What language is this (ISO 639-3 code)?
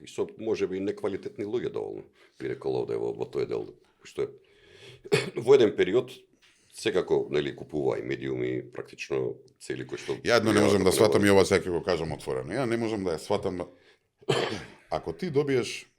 mkd